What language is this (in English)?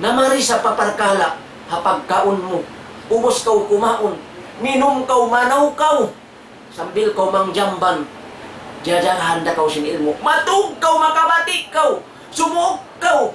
Tausug